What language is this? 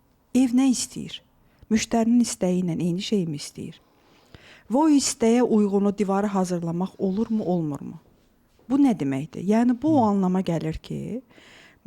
Azerbaijani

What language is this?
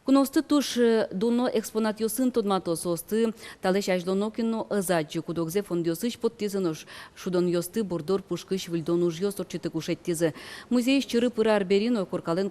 Udmurt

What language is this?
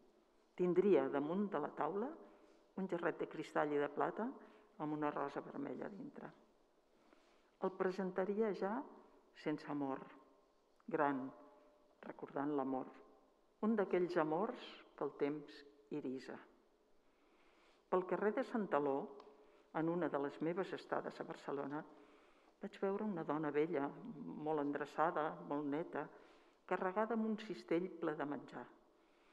Catalan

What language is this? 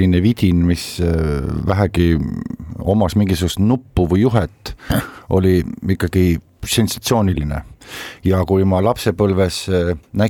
Estonian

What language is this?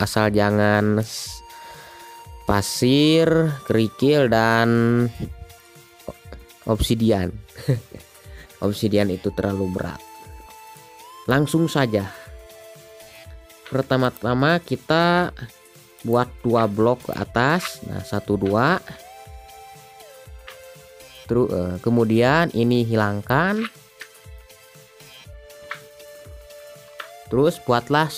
Indonesian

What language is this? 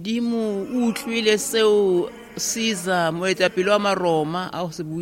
Tswana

